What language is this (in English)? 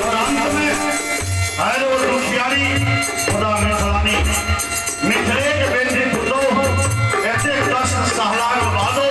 Maithili